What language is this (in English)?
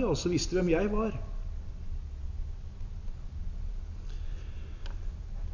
Norwegian